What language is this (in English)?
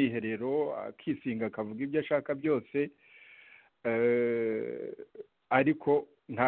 Kinyarwanda